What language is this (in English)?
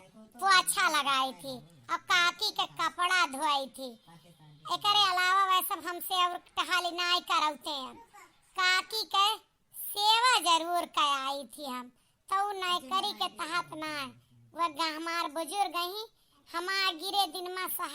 Awadhi